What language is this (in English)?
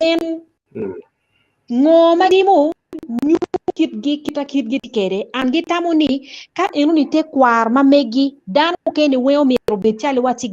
Acoli